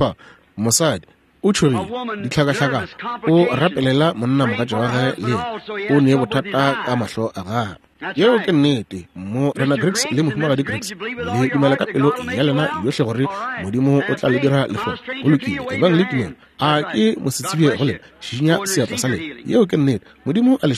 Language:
Northern Sotho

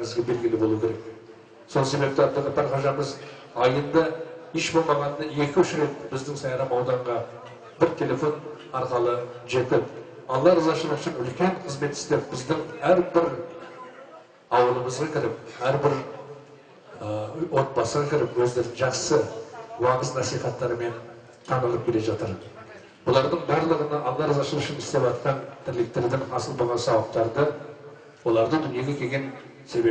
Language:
Kazakh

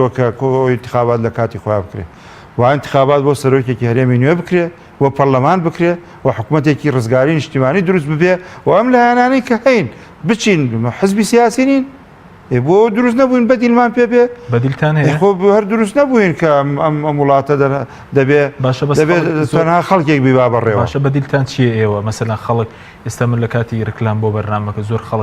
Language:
Central Kurdish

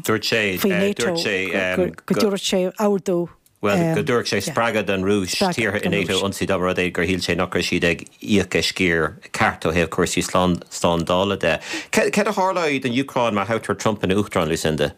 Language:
Irish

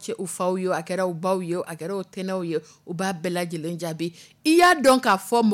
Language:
Dyula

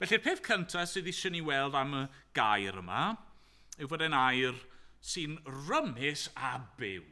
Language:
Welsh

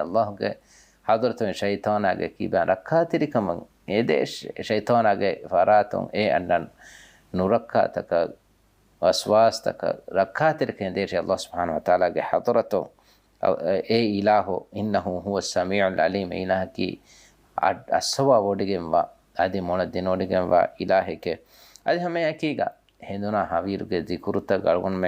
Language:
Divehi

